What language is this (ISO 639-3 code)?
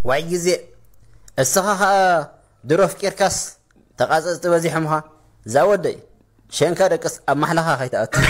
tir